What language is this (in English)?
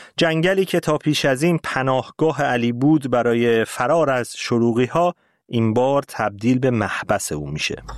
Persian